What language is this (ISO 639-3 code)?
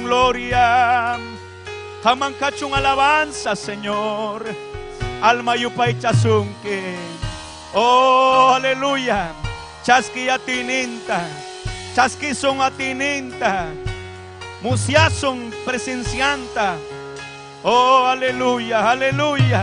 quy